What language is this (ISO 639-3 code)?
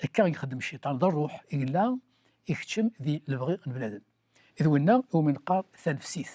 kab